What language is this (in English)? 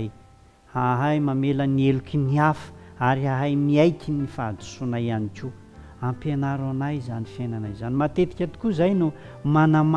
Malagasy